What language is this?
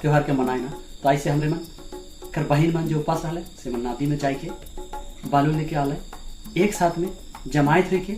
Sadri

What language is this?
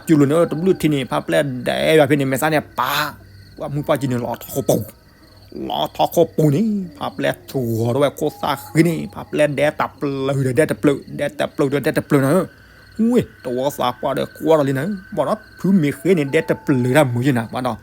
S'gaw Karen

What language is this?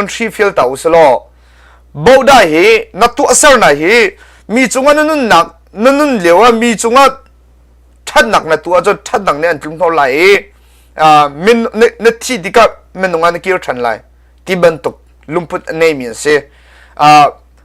Hakha Chin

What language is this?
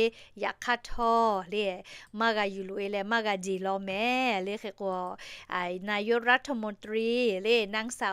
Lahu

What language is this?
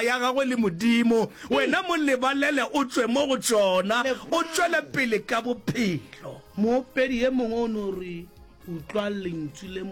Northern Sotho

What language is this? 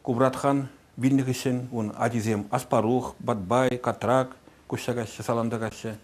Chuvash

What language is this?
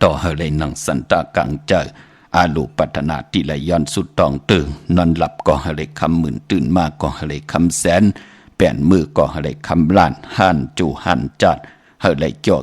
Shan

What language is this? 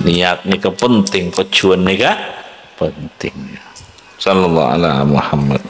Madurese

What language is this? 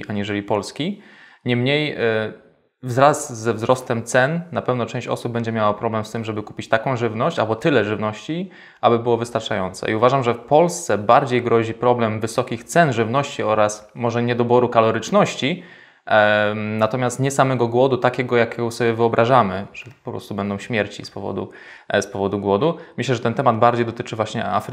Polish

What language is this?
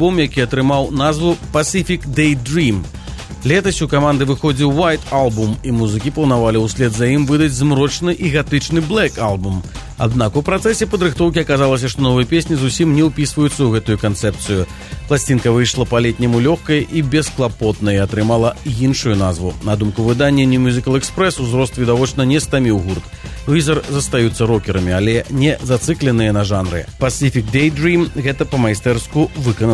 Belarusian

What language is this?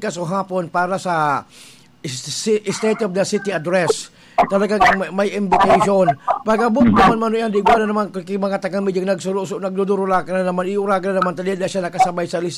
Bikol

